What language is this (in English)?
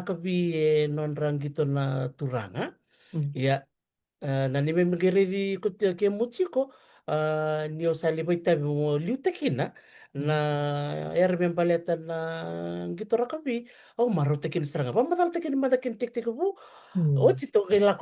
Fijian